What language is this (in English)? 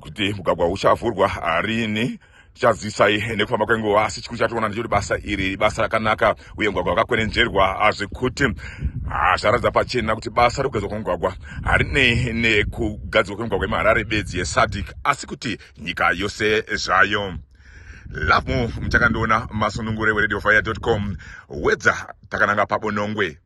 Shona